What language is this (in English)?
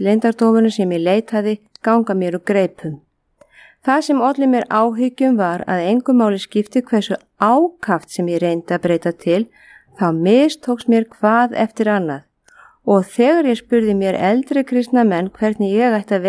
Icelandic